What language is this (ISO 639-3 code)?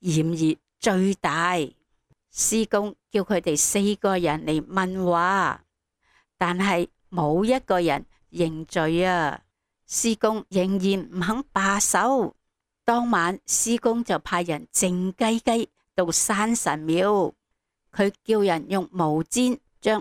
yue